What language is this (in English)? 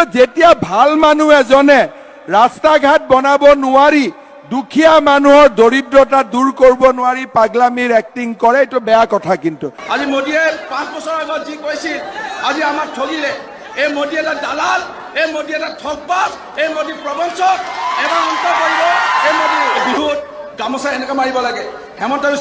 Assamese